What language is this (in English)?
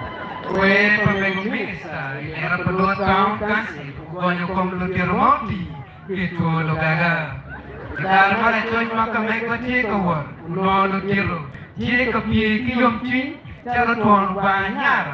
Acoli